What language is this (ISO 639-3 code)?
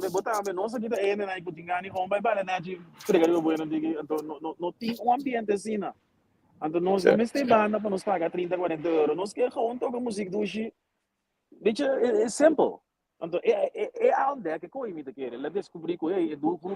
pap